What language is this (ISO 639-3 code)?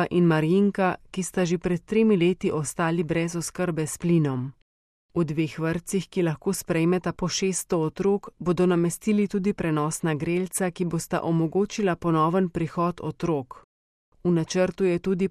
slv